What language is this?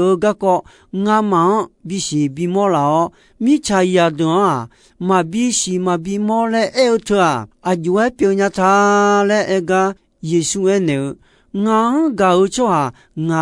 Akha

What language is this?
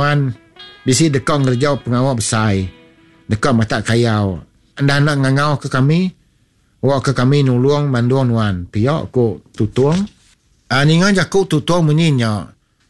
Iban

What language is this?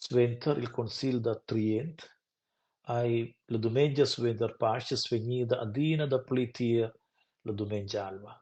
Romansh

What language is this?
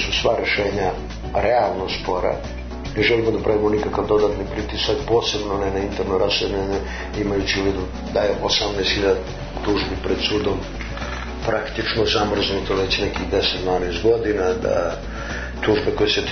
Serbian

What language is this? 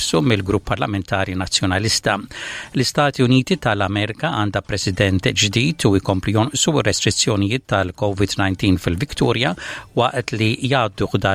Maltese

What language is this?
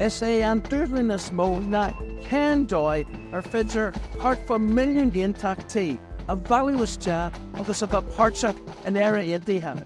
Irish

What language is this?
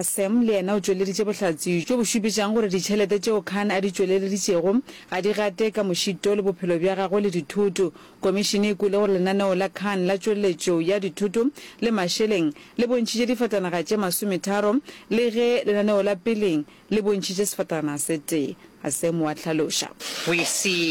Northern Sotho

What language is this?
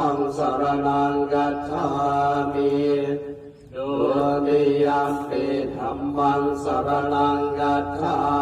Pali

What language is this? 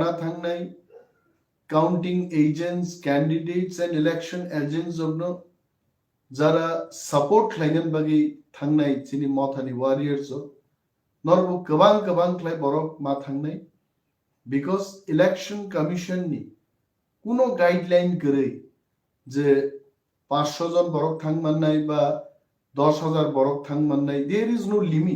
Kok Borok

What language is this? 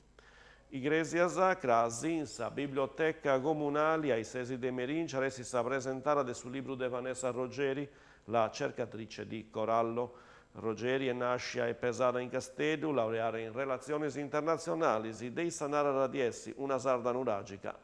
Sardinian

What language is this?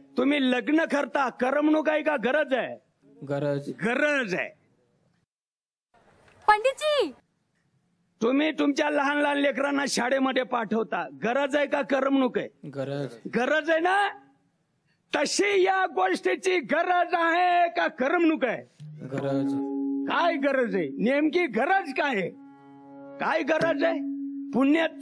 Marathi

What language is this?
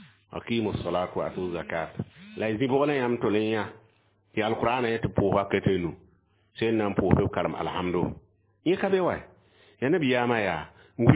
Mossi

